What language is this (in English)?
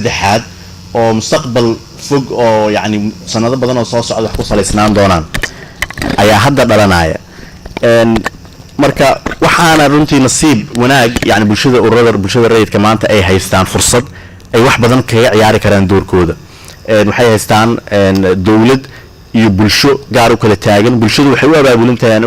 Somali